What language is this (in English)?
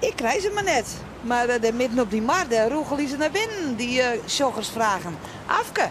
Western Frisian